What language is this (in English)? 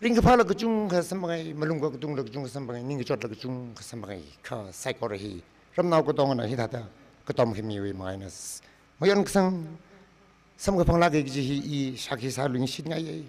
Tangkhul Naga (India)